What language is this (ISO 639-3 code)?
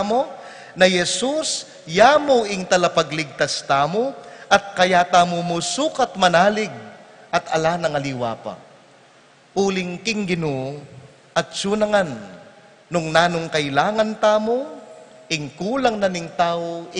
pam